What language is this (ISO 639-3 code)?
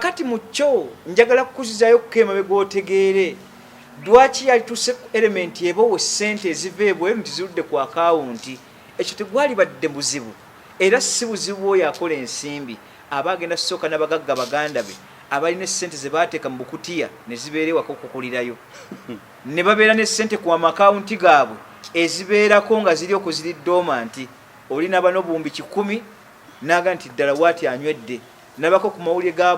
lug